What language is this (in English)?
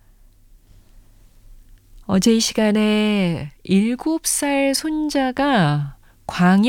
Korean